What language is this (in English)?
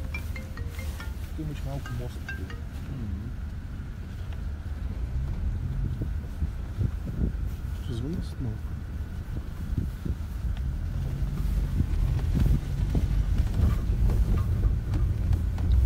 Bulgarian